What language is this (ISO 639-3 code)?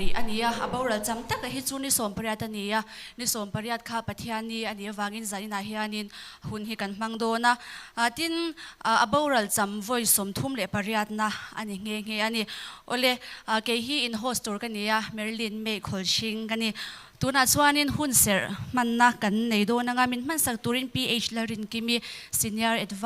lus